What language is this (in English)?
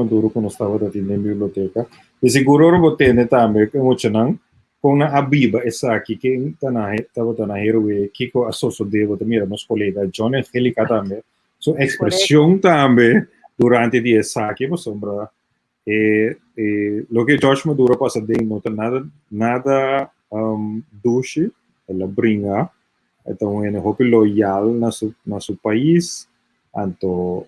Papiamento